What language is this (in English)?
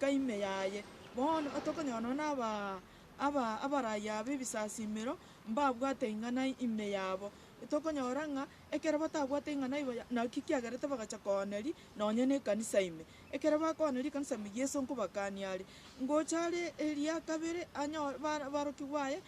Gusii